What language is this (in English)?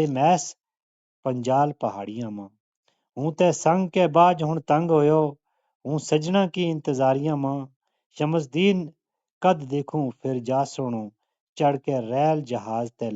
Gujari